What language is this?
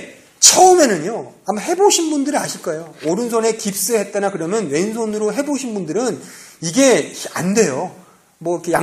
Korean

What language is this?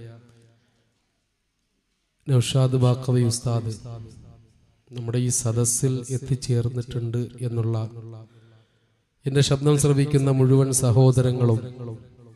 Malayalam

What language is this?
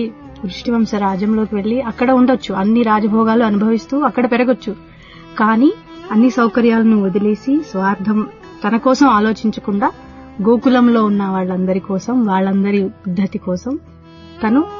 Telugu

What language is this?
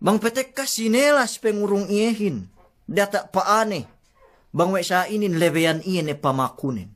Yakan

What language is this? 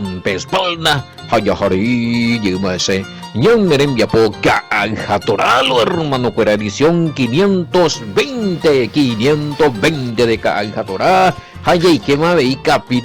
Guarani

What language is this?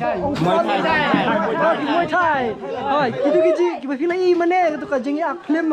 Khasi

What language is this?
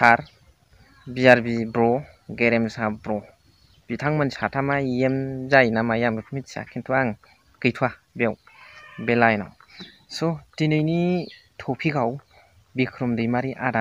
Bodo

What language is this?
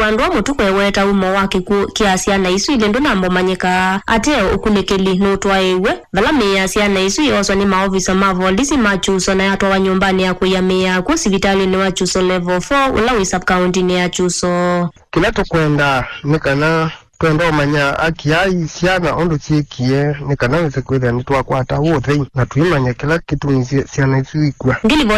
Kamba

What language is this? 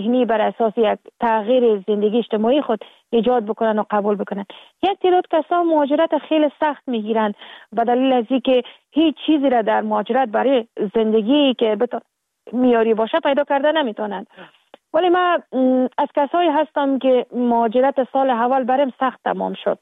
Persian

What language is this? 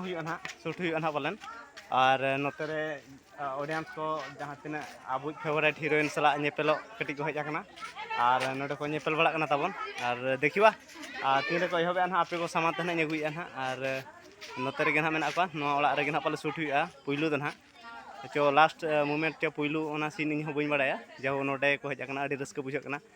Santali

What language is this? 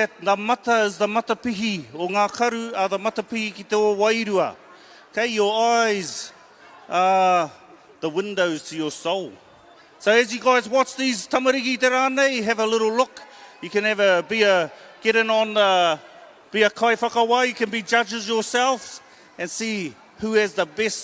Māori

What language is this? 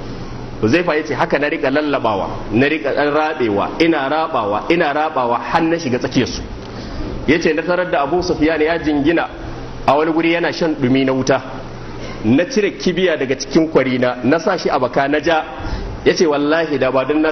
Hausa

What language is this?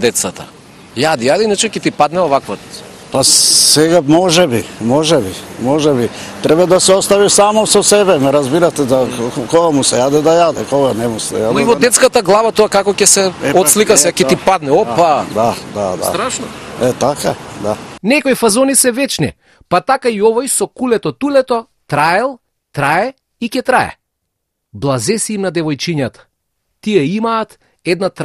Macedonian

